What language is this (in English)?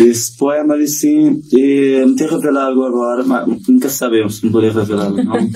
Kabuverdianu